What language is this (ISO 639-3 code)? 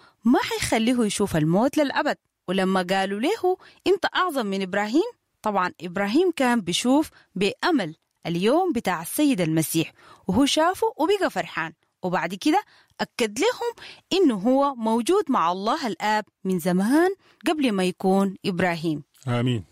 apd